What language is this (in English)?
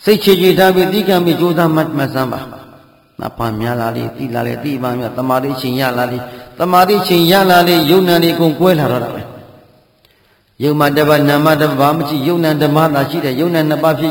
Burmese